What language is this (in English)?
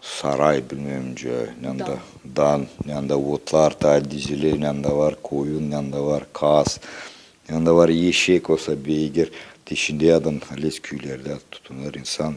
Gagauz